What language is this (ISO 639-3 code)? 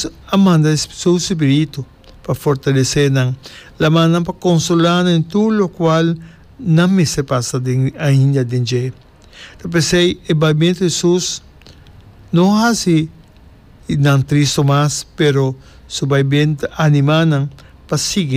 pap